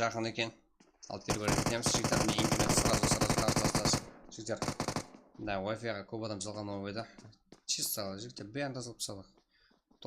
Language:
Kara-Kalpak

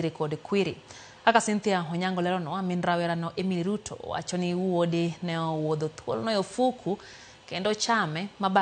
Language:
Luo (Kenya and Tanzania)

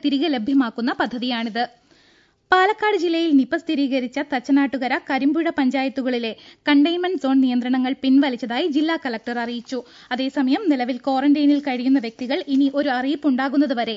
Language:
Malayalam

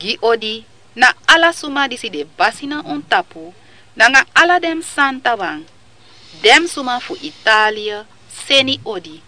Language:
Sranan Tongo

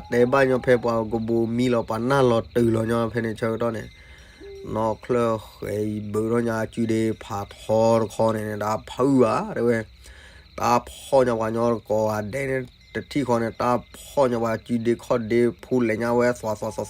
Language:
S'gaw Karen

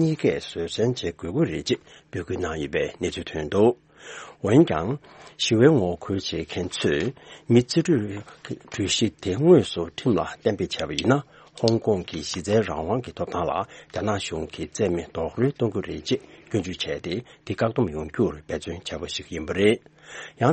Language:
Tibetan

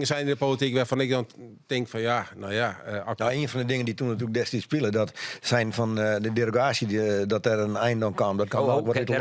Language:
Western Frisian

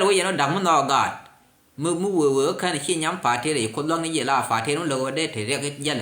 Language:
Nuer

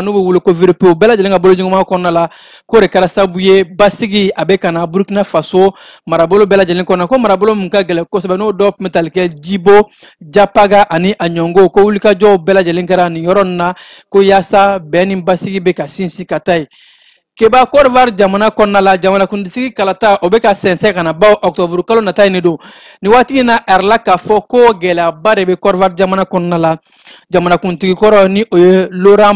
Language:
Bambara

